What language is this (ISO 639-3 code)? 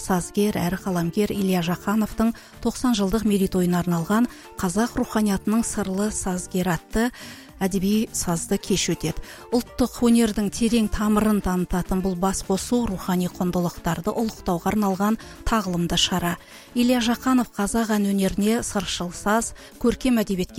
kaz